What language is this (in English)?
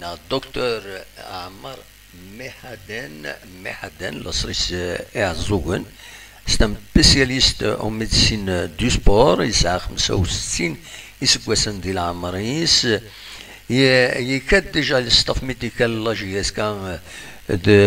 Kabyle